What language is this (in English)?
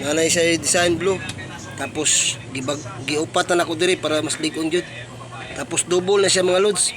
Cebuano